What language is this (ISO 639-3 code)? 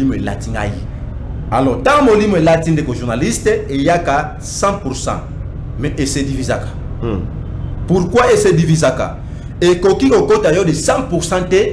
lin